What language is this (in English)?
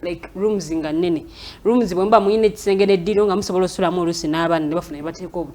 Ganda